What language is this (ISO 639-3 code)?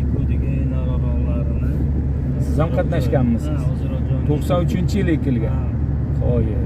uzb